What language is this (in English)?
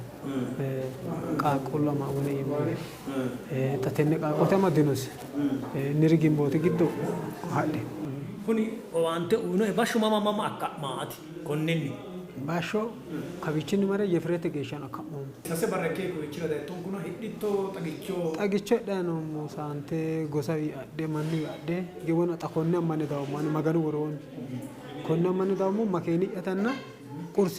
Sidamo